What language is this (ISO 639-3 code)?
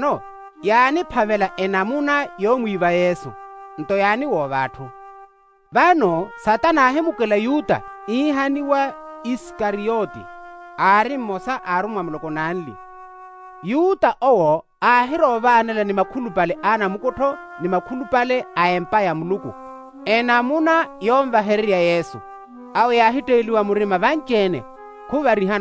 vmw